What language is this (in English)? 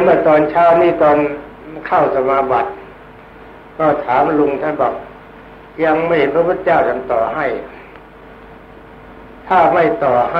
Thai